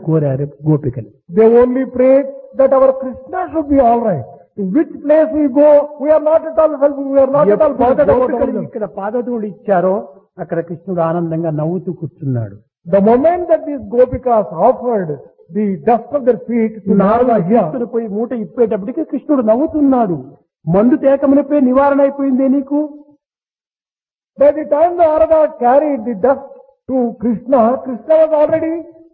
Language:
Telugu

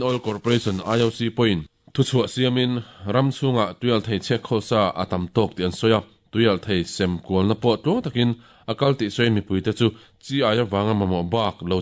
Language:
Mizo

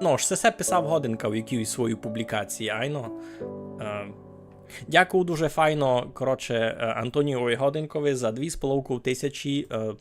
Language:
Rusyn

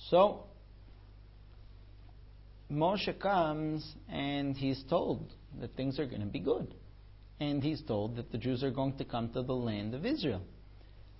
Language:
English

